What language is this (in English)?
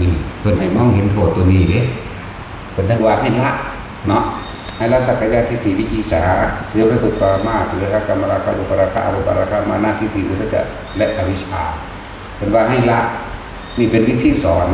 Northeastern Thai